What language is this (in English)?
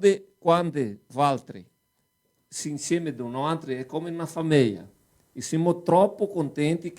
Venetian